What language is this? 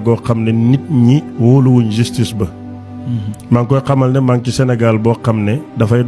Wolof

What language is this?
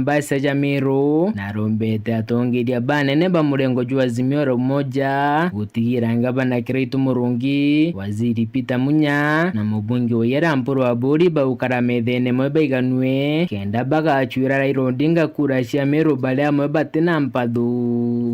Meru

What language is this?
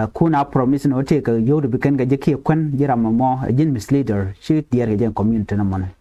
Nuer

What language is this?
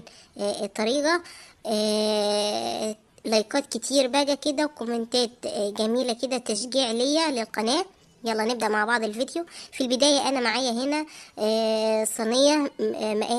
Egyptian Arabic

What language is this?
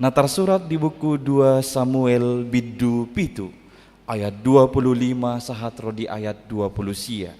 Batak Toba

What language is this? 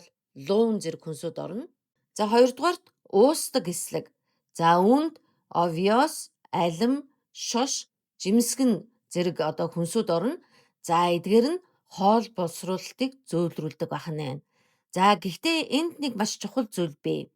Mongolian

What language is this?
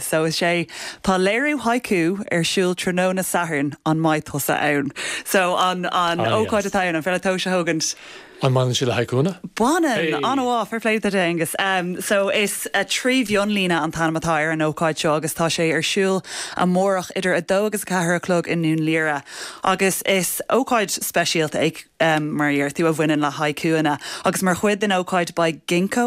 Irish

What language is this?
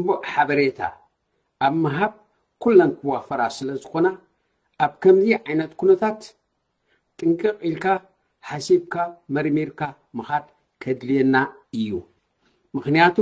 Tigrinya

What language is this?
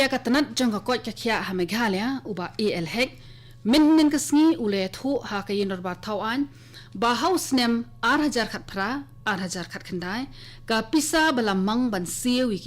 Khasi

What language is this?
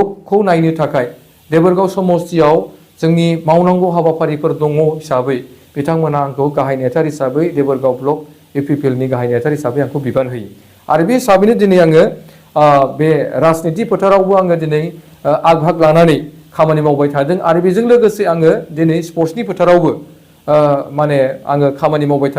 Bodo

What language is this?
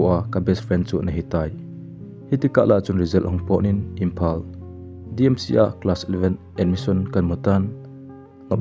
Thado Chin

